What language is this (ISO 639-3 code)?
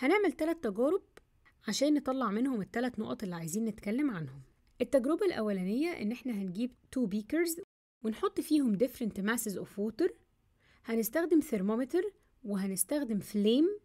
arz